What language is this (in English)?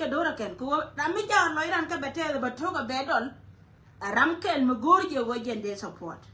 Nuer